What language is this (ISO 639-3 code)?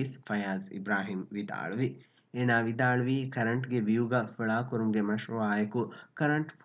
div